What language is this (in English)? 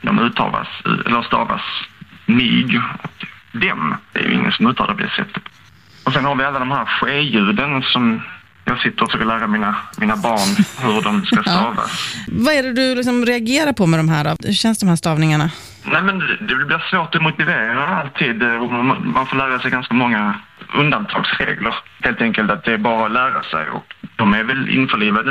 Swedish